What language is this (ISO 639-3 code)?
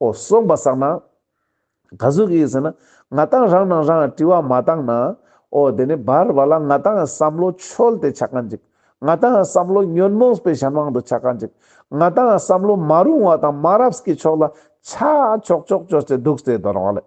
lbj